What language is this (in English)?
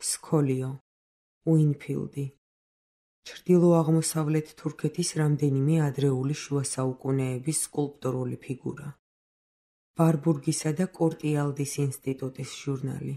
Georgian